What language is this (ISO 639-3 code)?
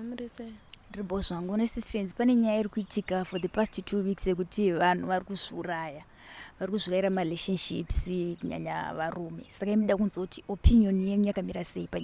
sna